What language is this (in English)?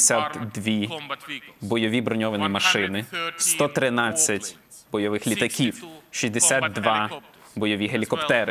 Ukrainian